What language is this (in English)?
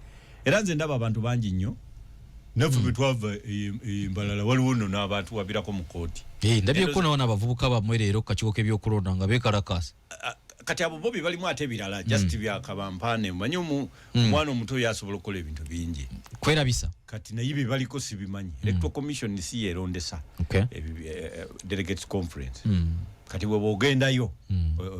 Ganda